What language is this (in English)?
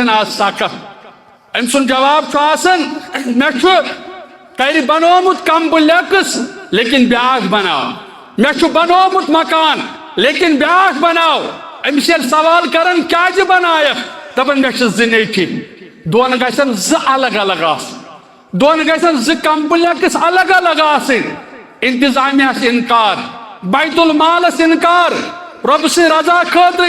Kashmiri